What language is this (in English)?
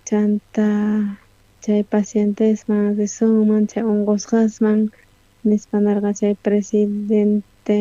South Bolivian Quechua